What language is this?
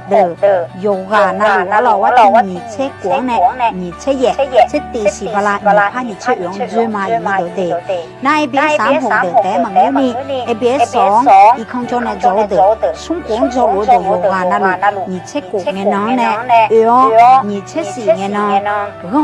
Akha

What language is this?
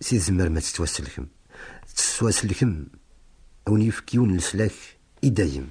Kabyle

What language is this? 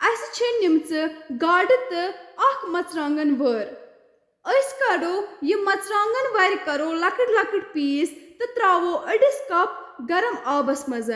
Kashmiri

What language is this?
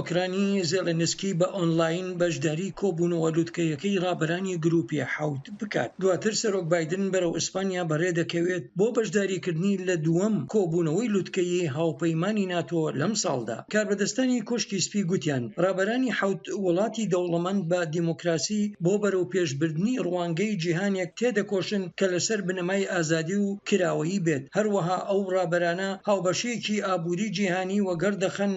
Central Kurdish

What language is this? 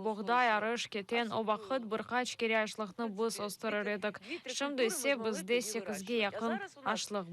Crimean Tatar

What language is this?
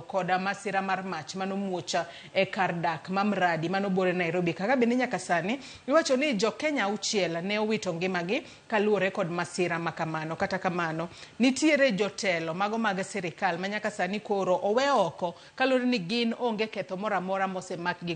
Luo (Kenya and Tanzania)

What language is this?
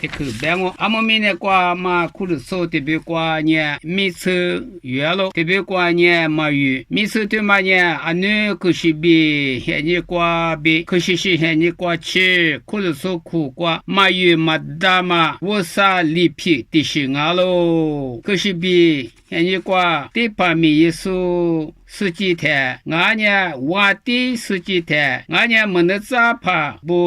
Lisu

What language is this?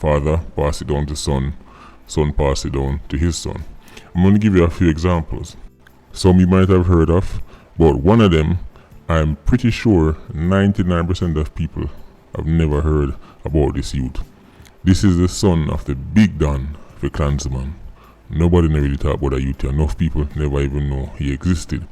Jamaican Creole English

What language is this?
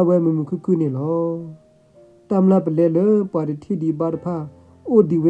S'gaw Karen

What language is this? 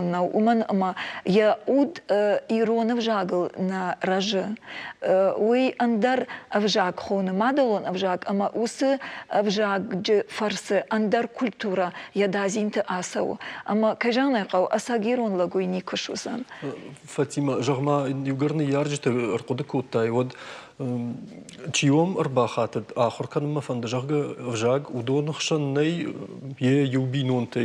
Ossetic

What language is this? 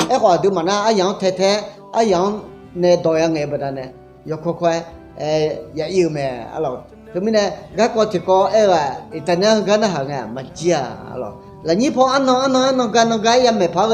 Akha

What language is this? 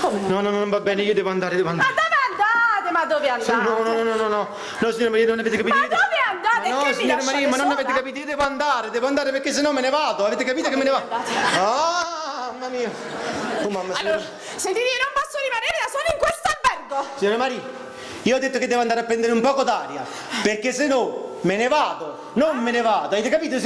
Neapolitan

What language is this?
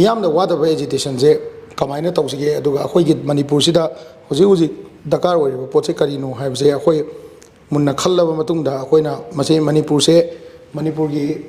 Manipuri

